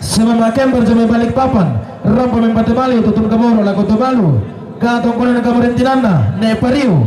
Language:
Toraja-Sa'dan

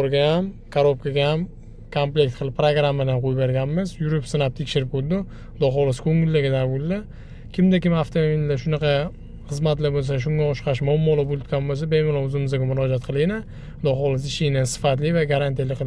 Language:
Uzbek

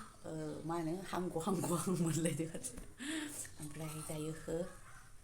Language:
Bodo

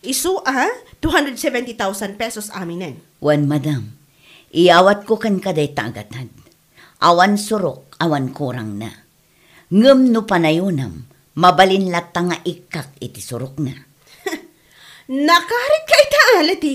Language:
Iloko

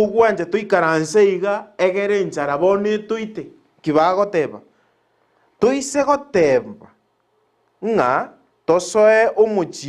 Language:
Gusii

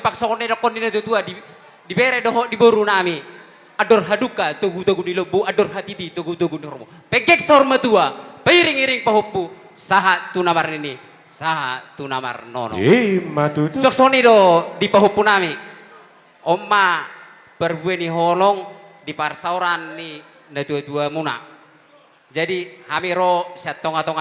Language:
Batak Toba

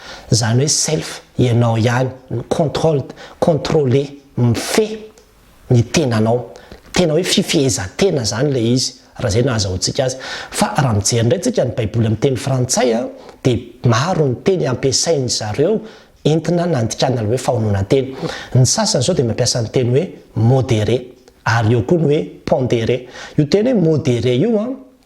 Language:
Malagasy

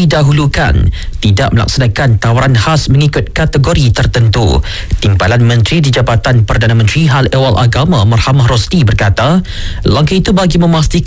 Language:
Malay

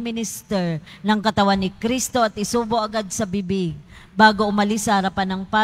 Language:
Filipino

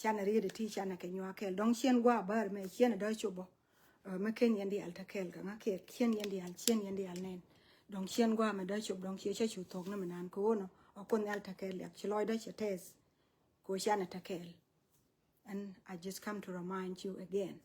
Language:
Nuer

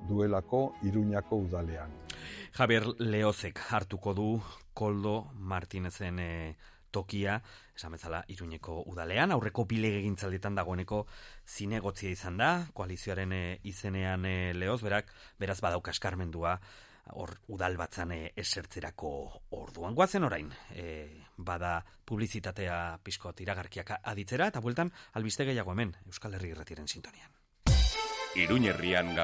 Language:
Basque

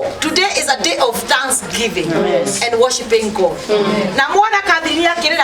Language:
Kikuyu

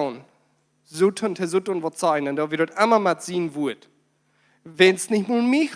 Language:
Plautdietsch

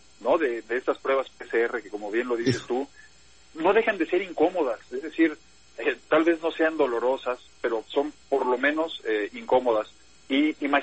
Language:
Spanish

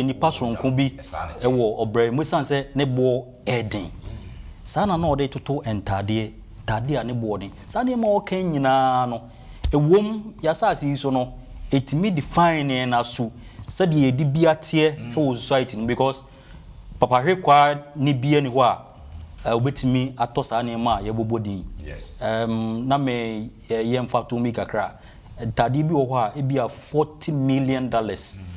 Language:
Akan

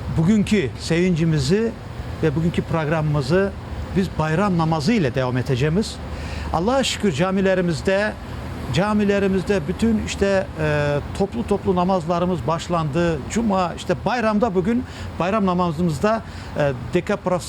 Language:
Crimean Tatar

